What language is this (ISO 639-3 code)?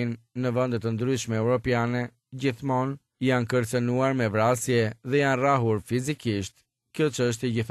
sqi